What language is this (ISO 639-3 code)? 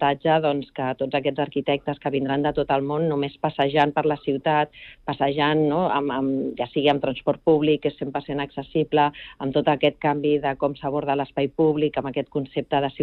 cat